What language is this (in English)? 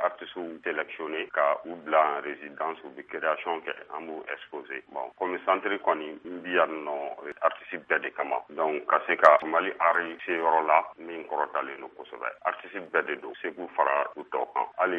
Bambara